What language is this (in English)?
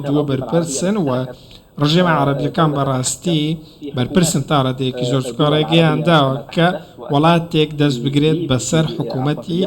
Central Kurdish